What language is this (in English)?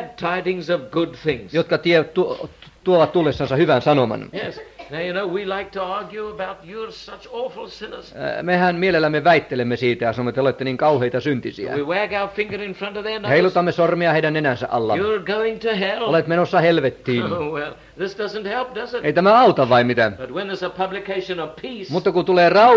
Finnish